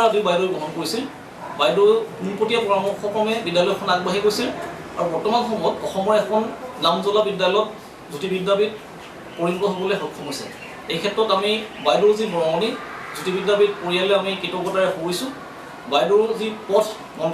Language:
Assamese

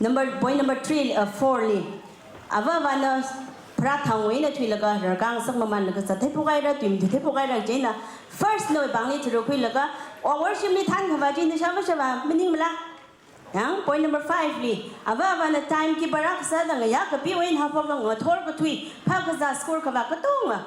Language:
Tangkhul Naga (India)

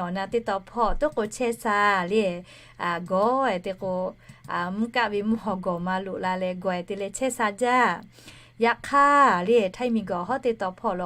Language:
Lahu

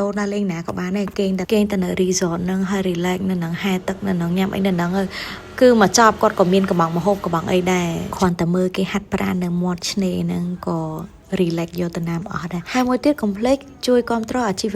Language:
Khmer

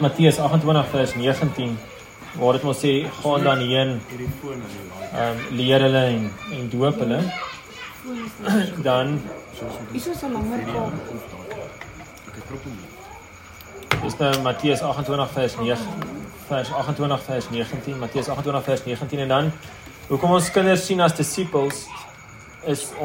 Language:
Afrikaans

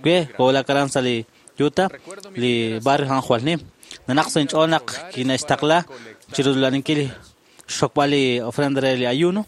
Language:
Kekchí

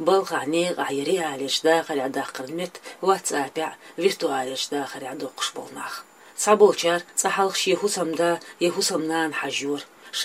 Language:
Chechen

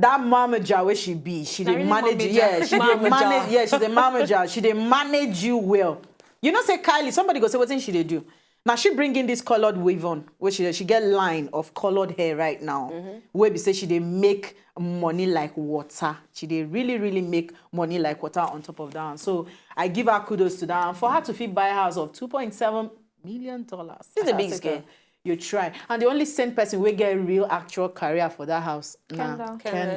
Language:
Nigerian Pidgin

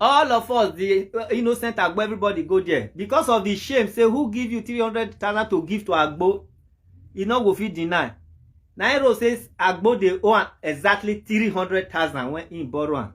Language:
Nigerian Pidgin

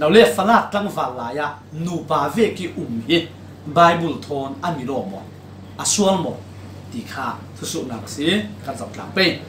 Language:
Falam Chin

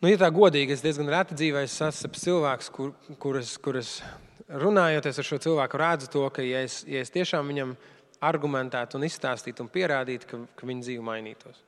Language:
Latvian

